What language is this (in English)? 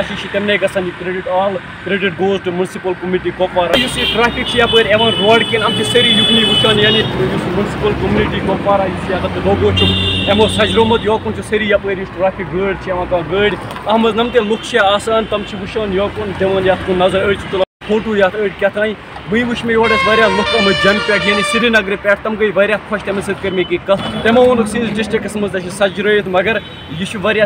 Kashmiri